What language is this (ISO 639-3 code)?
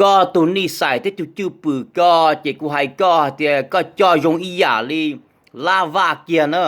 hmn